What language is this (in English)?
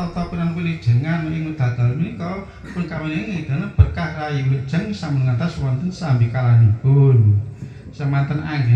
Javanese